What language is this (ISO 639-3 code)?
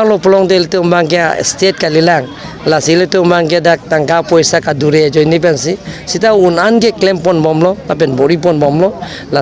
mjw